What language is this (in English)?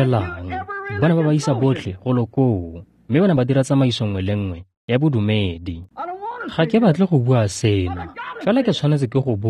Tswana